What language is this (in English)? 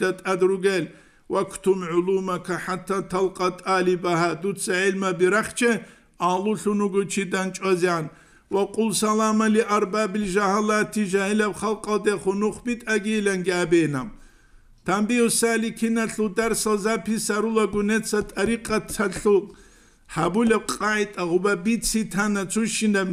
Avaric